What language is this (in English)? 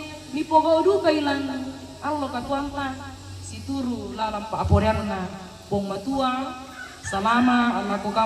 Toraja-Sa'dan